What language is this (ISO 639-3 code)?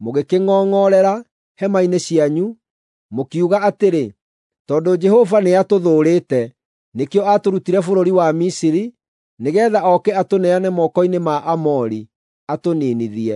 kik